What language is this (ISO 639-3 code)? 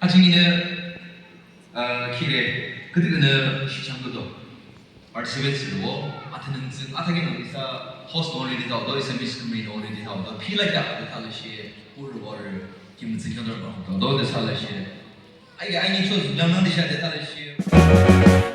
yim